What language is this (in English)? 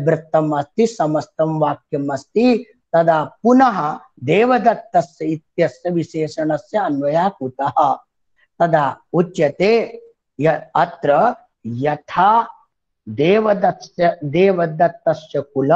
Sanskrit